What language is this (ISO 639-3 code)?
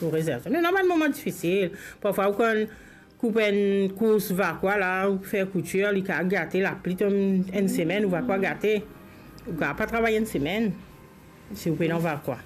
mfe